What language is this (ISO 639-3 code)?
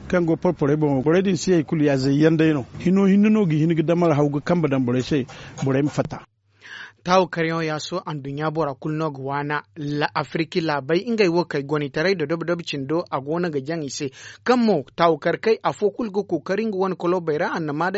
dje